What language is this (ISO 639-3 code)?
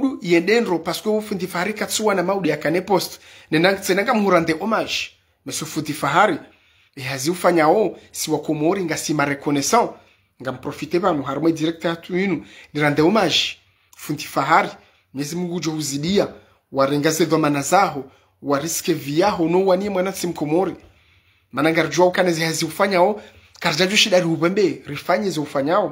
zdj